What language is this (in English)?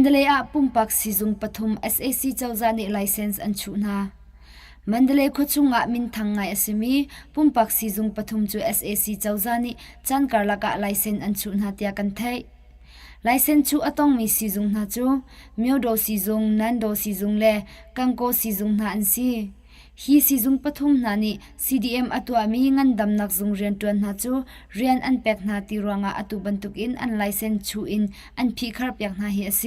Hakha Chin